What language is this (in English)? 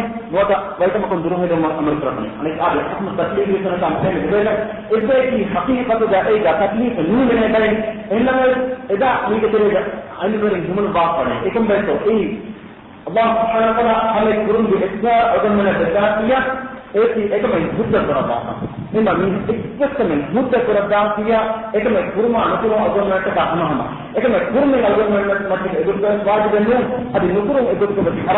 Divehi